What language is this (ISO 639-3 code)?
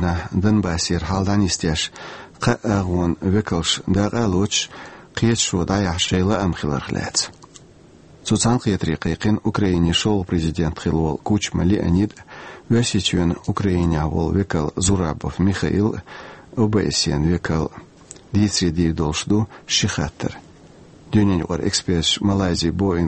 che